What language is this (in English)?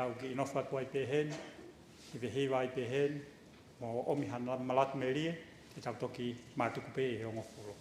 Tongan